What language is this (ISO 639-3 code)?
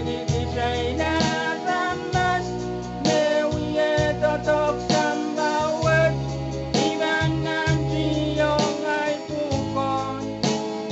pon